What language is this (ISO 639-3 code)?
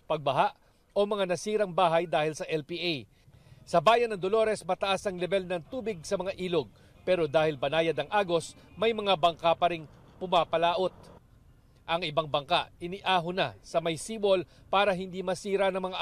fil